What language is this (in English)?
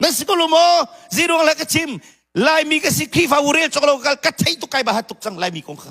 Hakha Chin